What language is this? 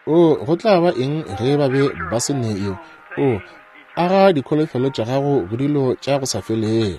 Northern Sotho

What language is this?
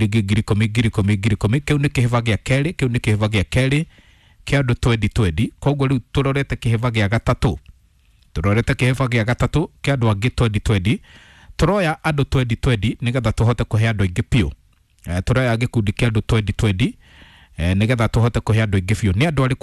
Kikuyu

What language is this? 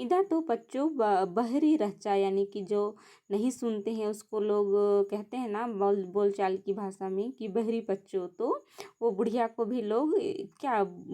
Kurukh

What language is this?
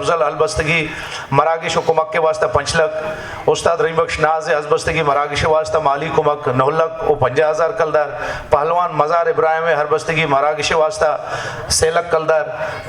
Baluchi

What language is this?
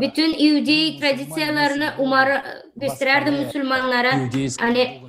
Gagauz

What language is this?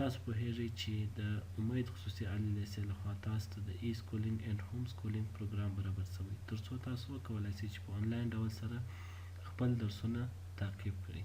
Pashto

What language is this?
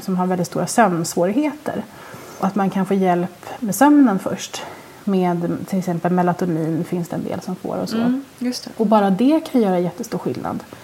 Swedish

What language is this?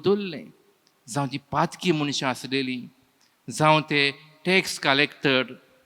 Konkani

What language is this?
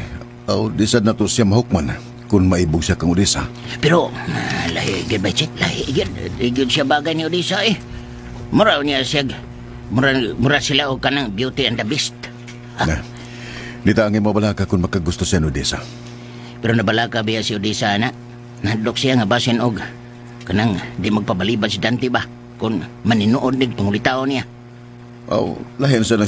Cebuano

